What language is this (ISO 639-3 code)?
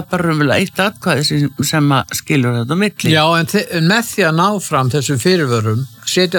isl